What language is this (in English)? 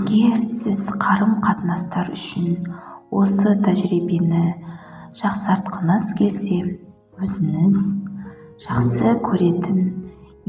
Kazakh